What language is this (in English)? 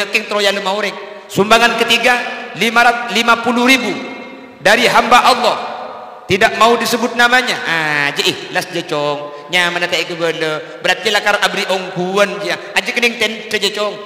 Madurese